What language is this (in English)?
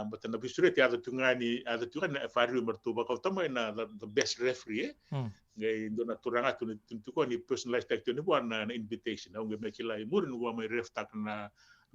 Fijian